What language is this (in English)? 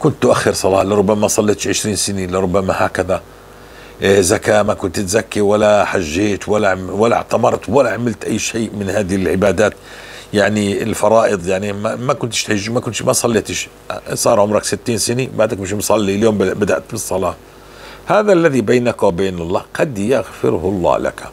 North Levantine Arabic